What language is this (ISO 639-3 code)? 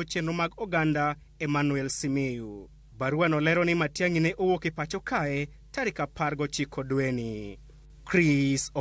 luo